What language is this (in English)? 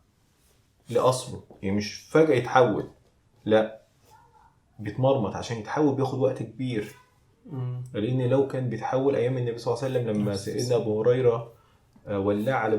Egyptian Arabic